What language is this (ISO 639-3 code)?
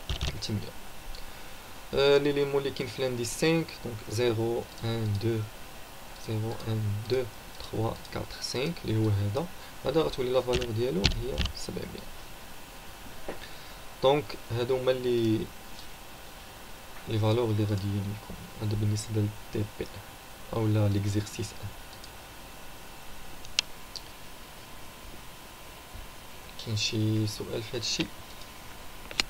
ary